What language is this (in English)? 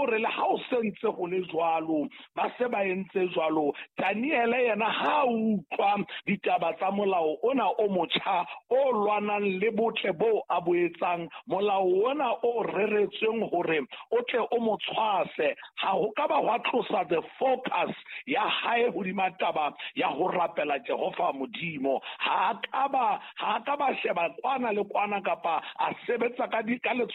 Southern Sotho